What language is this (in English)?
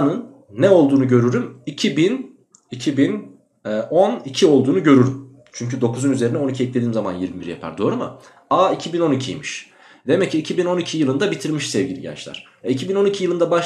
Turkish